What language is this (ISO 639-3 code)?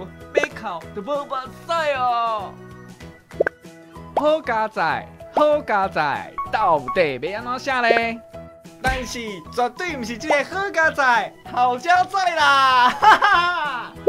nan